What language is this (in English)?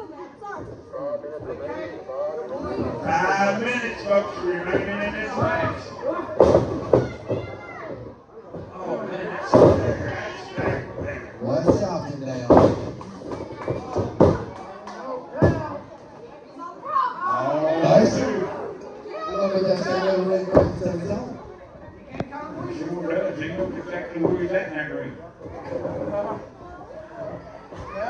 English